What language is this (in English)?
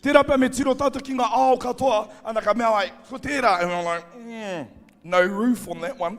Māori